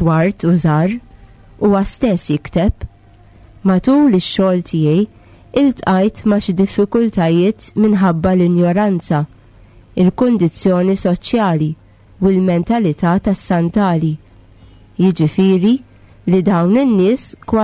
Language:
Maltese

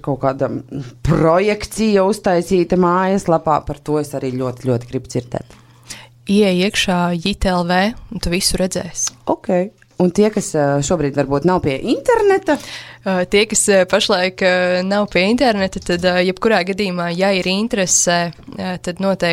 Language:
Latvian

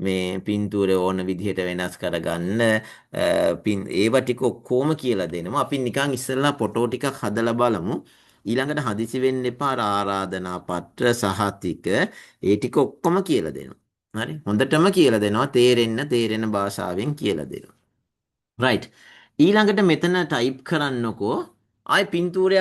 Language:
Sinhala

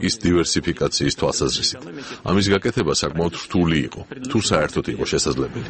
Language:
Georgian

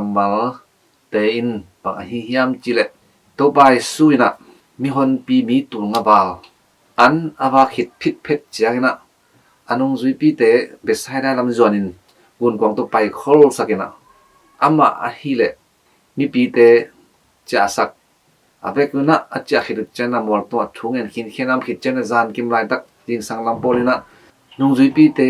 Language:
Tedim Chin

